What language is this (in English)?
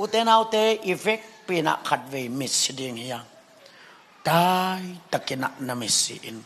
Tedim Chin